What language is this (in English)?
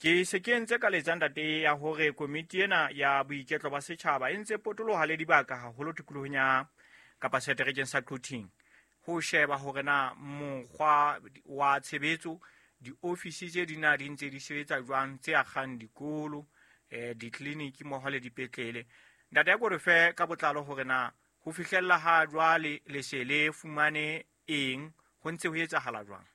Southern Sotho